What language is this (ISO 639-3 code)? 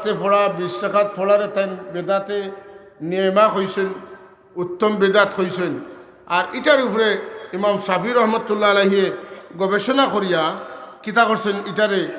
syl